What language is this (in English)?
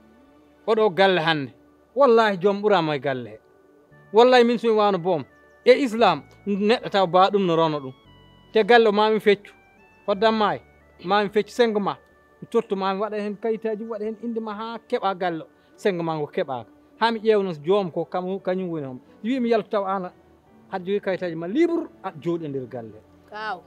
Fula